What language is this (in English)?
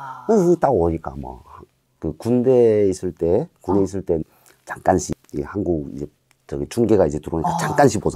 Korean